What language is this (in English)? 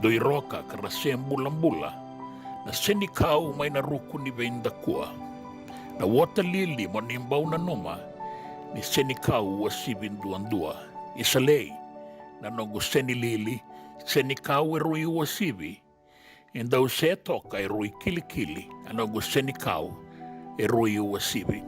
Fijian